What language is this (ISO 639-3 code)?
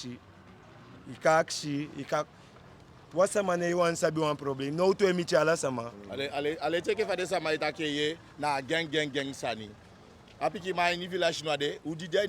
djk